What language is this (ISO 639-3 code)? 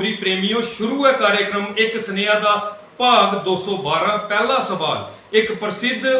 doi